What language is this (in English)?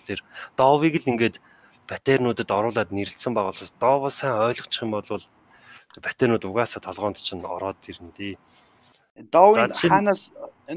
Mongolian